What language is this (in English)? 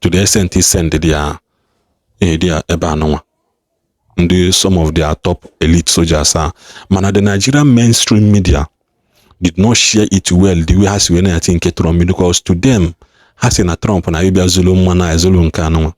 Igbo